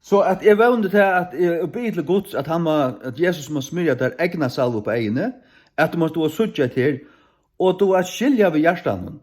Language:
Faroese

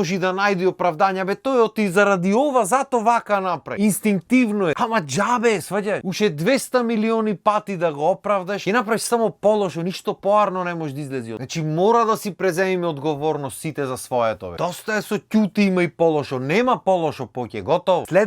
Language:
Macedonian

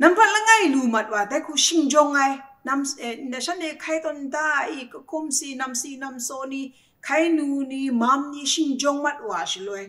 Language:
Kachin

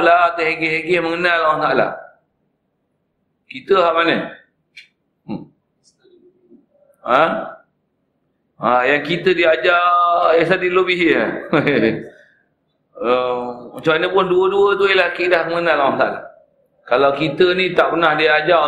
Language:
Malay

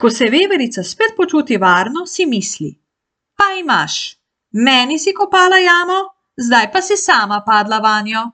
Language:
Slovenian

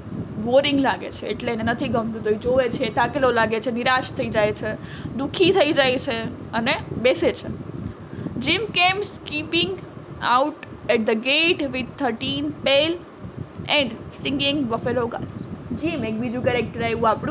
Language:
Gujarati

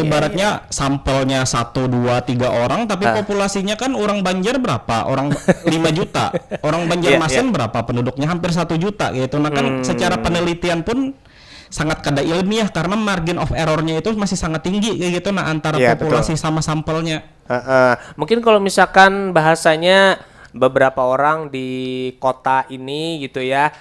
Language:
Banjar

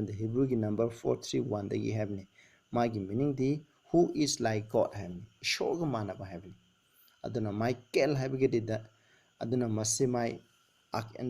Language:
Manipuri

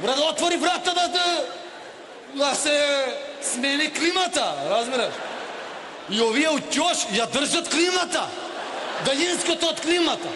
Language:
Macedonian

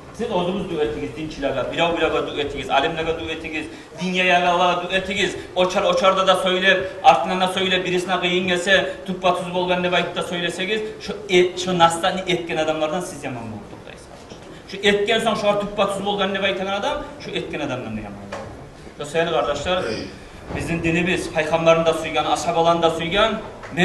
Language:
Kumyk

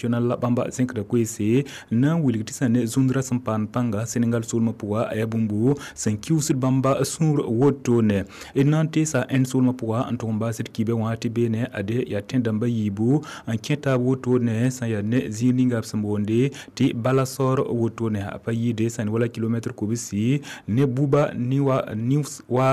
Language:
Mossi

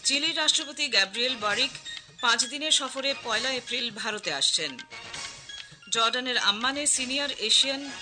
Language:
Bangla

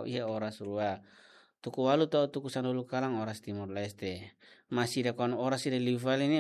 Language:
Tetum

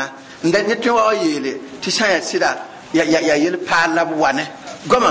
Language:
Mossi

